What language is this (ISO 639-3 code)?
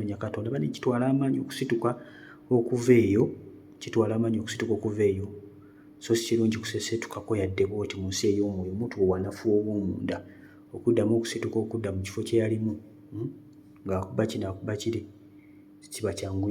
lug